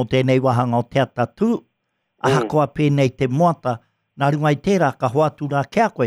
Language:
Māori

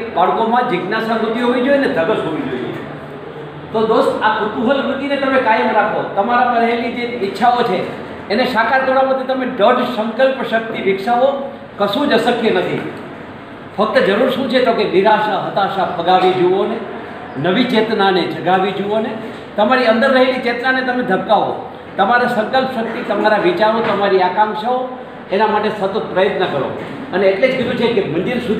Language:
Gujarati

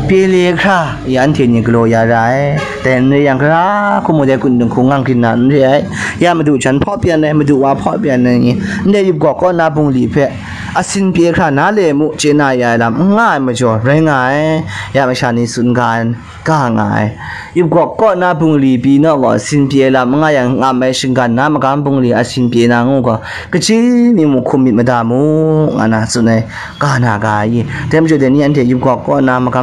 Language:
Kachin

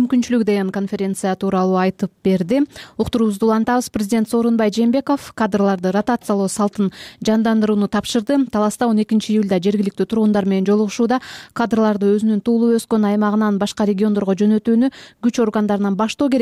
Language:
Kyrgyz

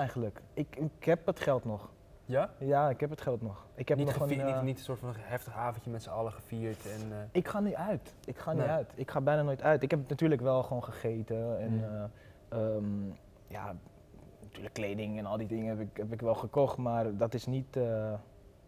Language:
Dutch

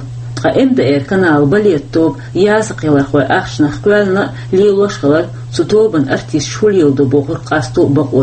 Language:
Chechen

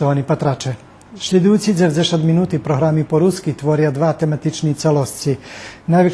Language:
Rusyn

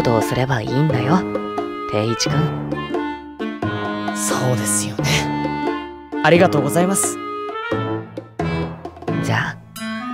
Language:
Japanese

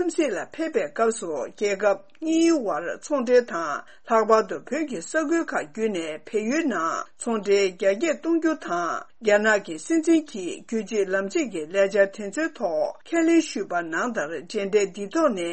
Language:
Tibetan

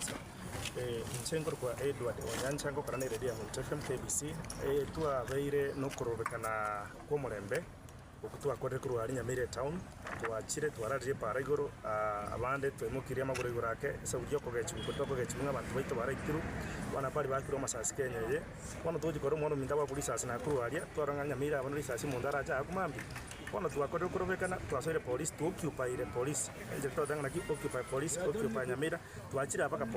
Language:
Gusii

